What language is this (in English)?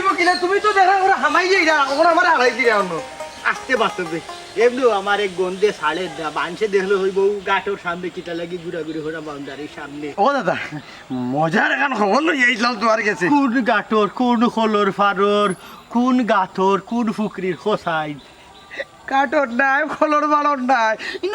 Sylheti